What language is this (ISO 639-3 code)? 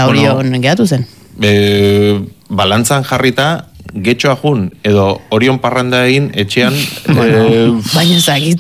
eus